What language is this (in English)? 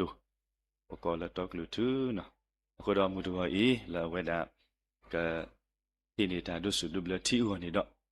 S'gaw Karen